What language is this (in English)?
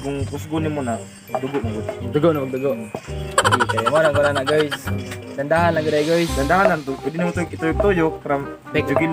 Cebuano